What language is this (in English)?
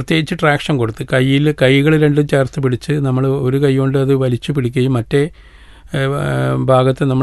Malayalam